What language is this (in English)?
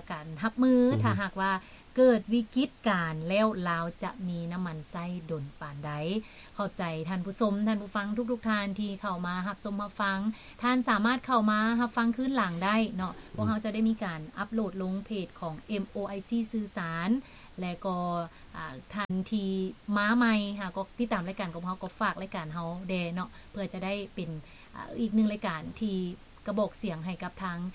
Lao